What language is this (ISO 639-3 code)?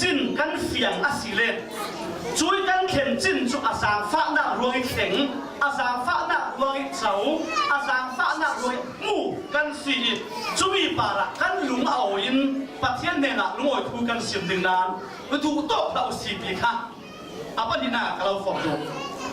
cfm